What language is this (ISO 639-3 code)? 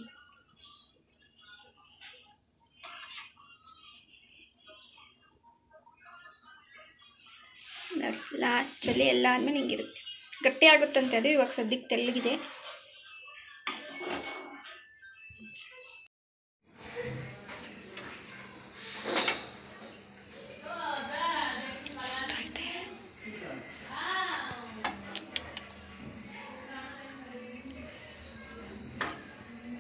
kan